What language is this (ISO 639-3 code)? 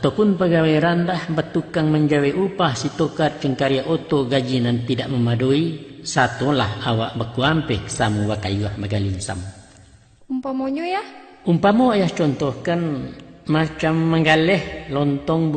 min